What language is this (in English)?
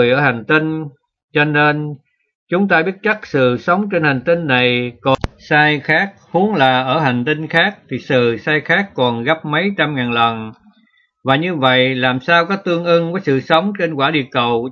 Vietnamese